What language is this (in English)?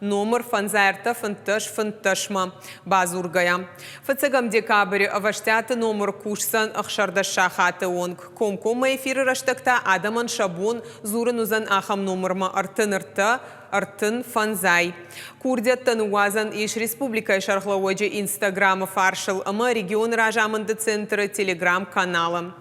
Ossetic